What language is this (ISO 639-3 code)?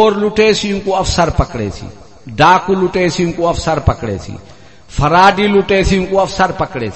skr